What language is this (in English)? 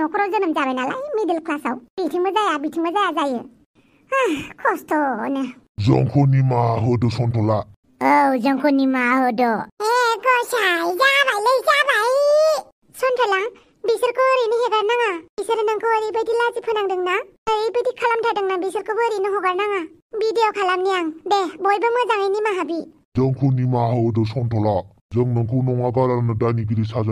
Bodo